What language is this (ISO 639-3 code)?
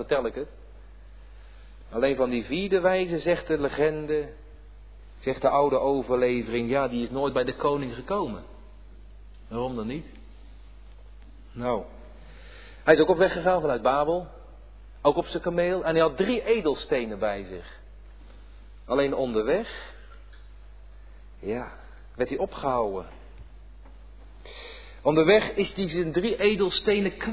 nld